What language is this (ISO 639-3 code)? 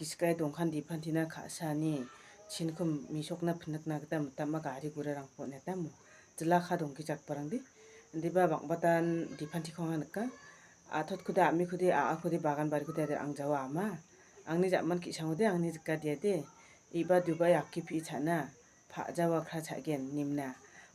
grt